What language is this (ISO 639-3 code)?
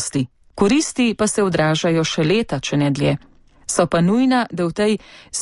slv